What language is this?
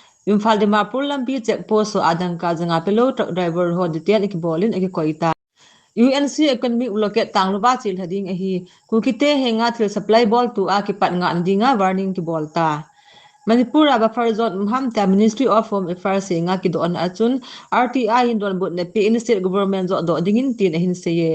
Thado Chin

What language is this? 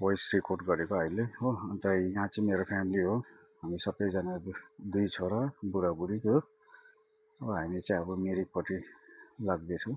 Nepali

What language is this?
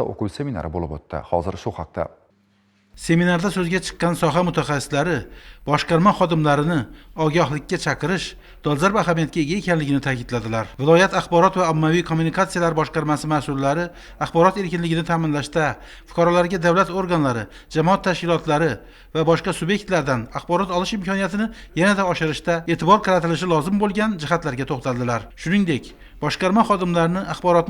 Uzbek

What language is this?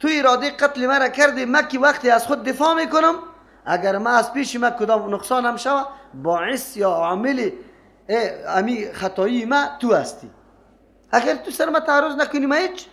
Persian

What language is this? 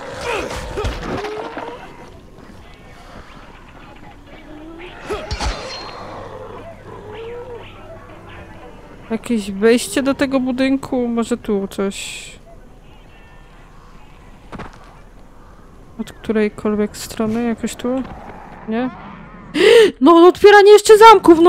Polish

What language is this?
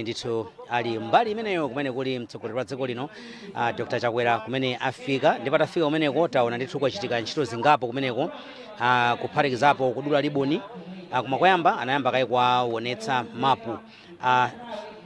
Nyanja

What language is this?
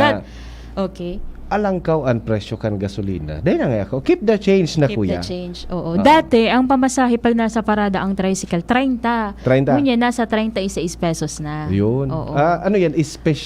Bikol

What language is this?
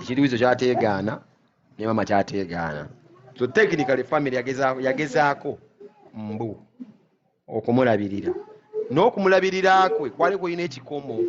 Ganda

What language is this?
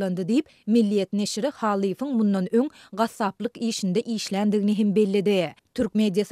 Turkmen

